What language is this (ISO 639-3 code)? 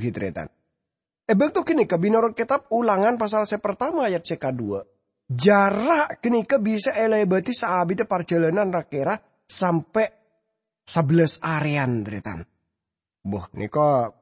mad